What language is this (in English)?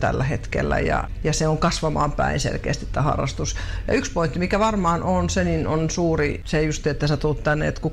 Finnish